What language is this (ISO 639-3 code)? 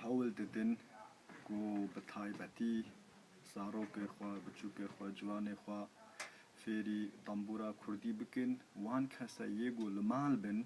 kur